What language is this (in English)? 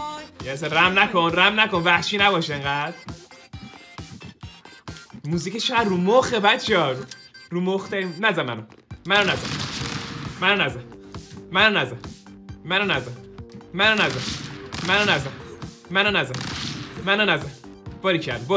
Persian